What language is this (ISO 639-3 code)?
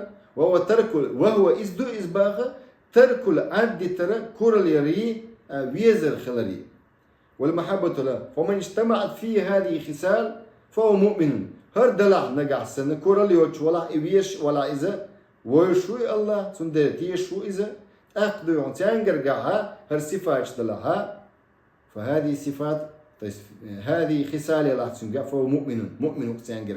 che